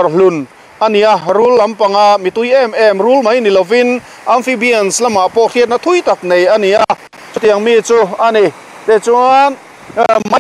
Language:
Mizo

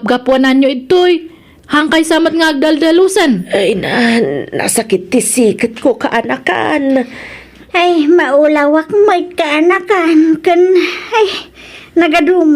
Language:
Iloko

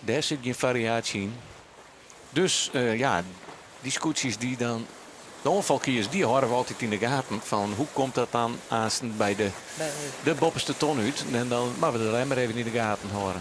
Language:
Western Frisian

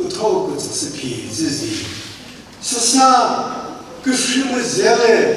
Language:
Chokri Naga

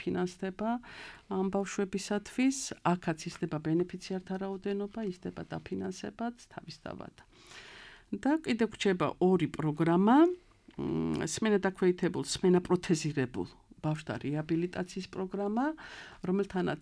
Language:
Georgian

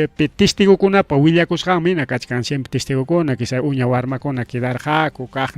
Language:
Ayacucho Quechua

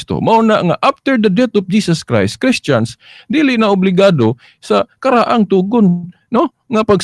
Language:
Cebuano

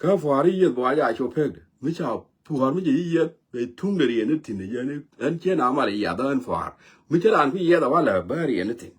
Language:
Nuer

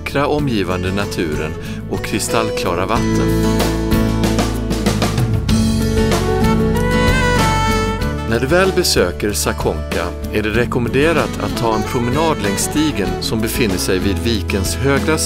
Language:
Swedish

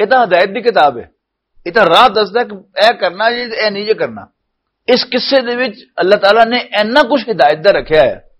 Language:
Western Panjabi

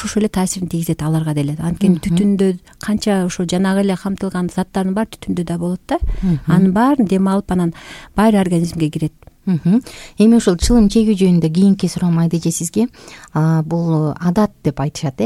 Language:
Kyrgyz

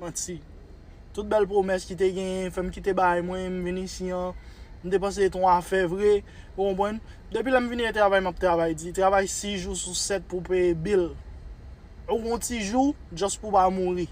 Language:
Haitian Creole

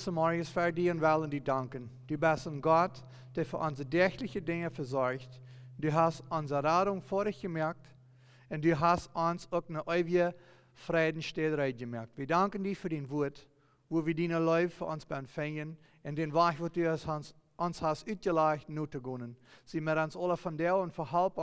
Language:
Plautdietsch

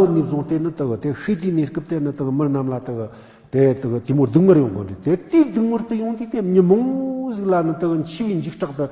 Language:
Tibetan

